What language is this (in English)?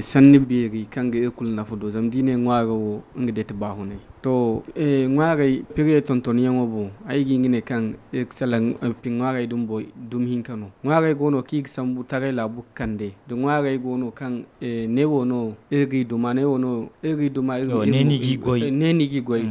Zarma